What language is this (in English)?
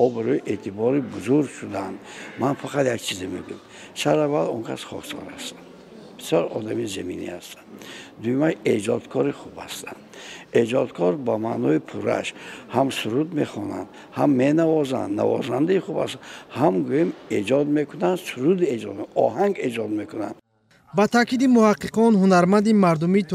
Tajik